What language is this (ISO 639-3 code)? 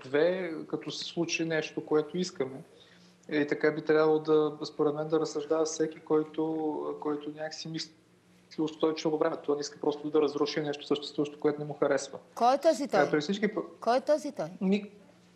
bul